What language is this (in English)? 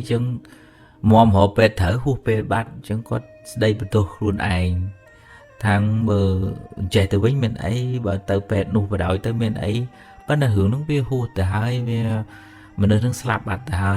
Khmer